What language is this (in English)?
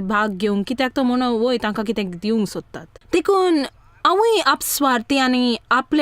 Konkani